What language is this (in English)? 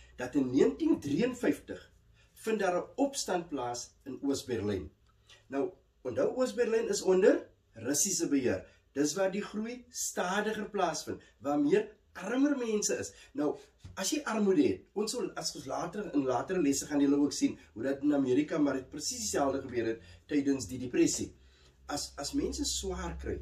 Afrikaans